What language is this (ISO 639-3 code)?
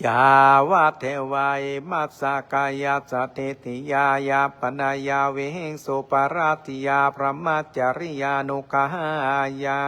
pli